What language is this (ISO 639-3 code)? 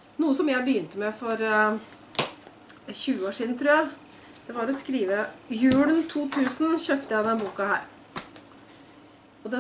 nor